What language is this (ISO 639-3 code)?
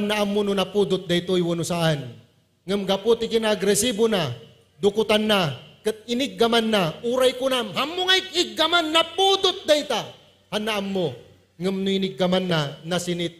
ilo